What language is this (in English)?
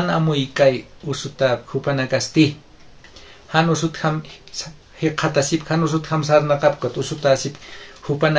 Aymara